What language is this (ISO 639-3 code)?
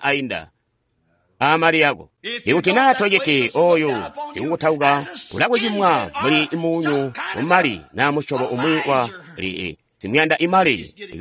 toi